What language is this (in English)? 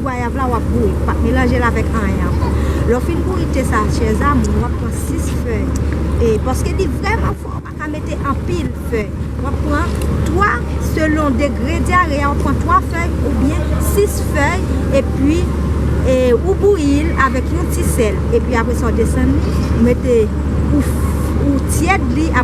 Haitian Creole